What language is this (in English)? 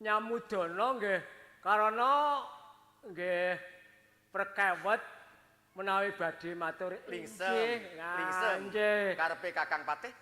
Javanese